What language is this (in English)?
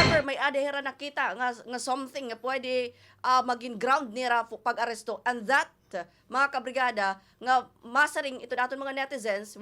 Waray